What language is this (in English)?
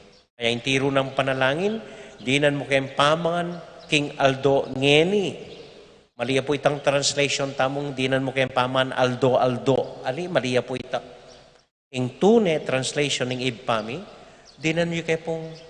Pampanga